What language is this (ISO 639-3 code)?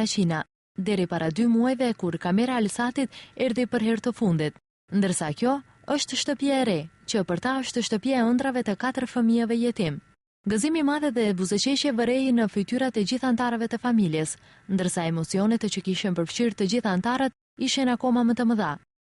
sqi